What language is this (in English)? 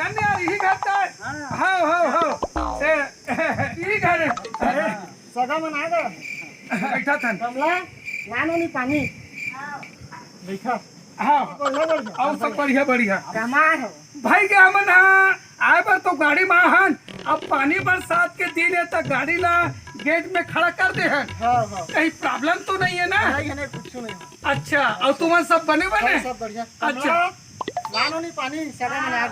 Chhattisgarhi